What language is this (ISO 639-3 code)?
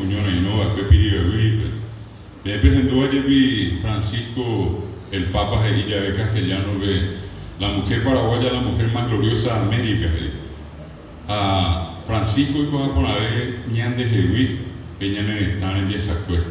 grn